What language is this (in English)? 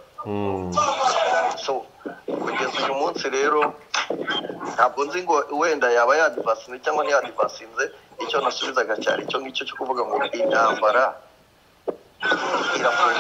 Kinyarwanda